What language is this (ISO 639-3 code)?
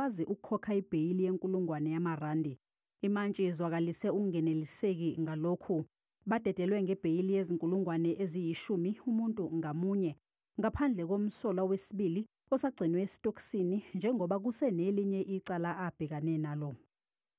zul